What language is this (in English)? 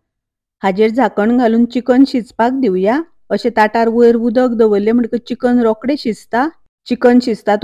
Konkani